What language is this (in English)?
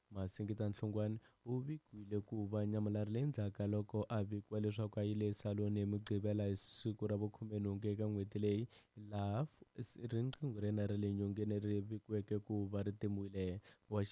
Tsonga